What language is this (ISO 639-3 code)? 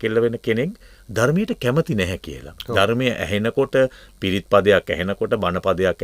sin